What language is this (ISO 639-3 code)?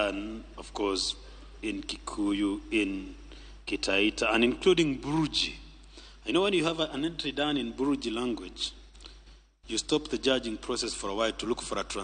luo